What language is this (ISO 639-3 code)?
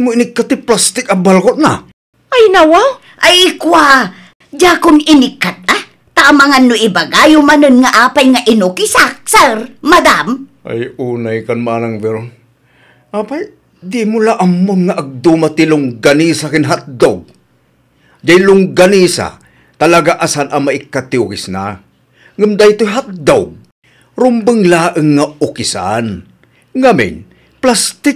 ilo